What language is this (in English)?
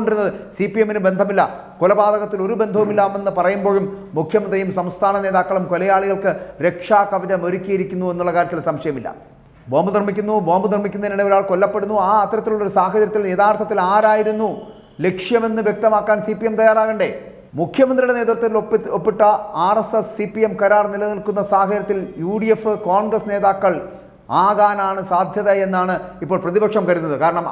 Malayalam